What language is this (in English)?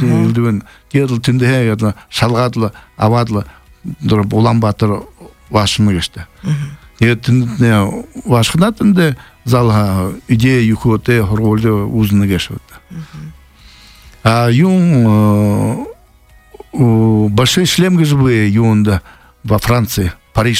Buriat